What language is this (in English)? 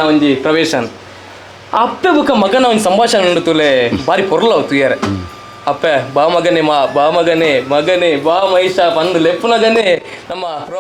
Tulu